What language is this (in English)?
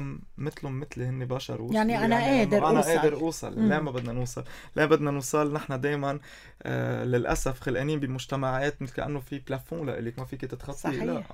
North Levantine Arabic